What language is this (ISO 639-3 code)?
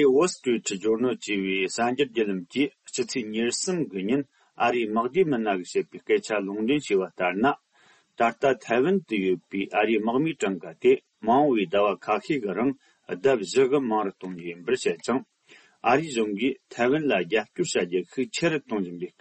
bod